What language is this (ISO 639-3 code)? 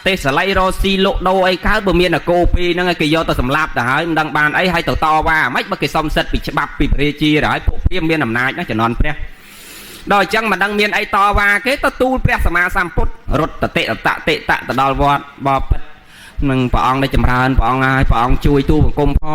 khm